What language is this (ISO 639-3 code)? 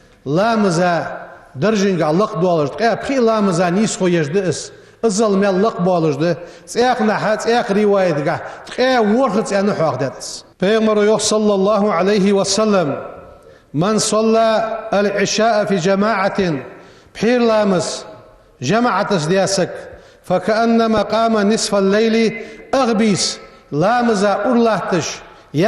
inh